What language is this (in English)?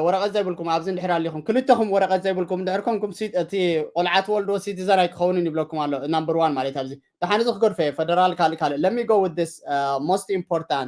Tigrinya